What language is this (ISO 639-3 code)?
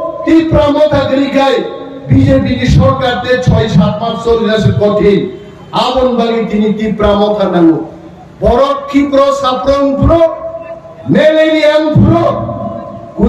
trp